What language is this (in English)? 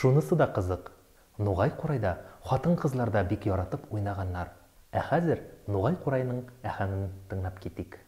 Tatar